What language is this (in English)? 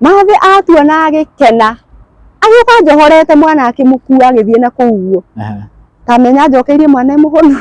Kikuyu